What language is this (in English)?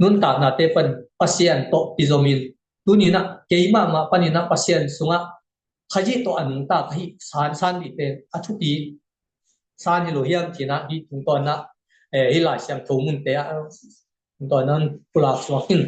Tedim Chin